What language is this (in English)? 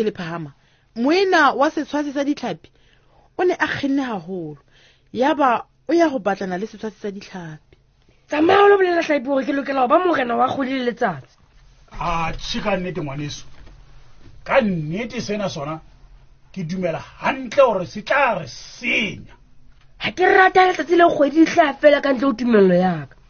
Southern Sotho